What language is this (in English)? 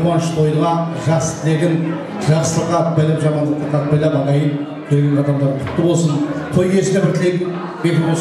Kara-Kalpak